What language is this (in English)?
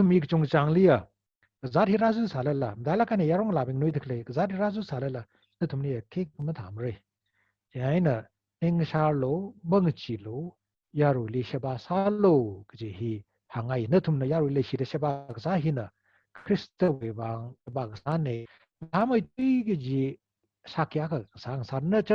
Tangkhul Naga (India)